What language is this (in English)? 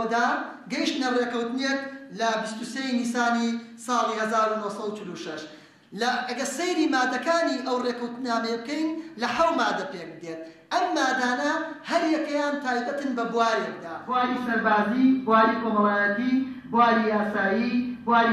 Central Kurdish